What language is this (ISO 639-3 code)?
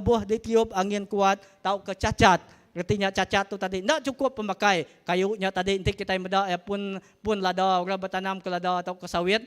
iba